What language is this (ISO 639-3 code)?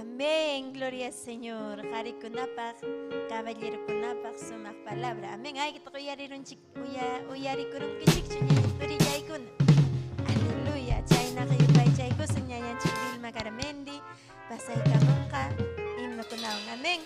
quy